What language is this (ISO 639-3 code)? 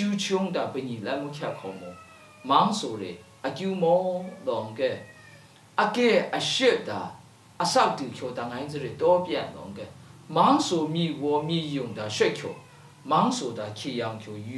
lsi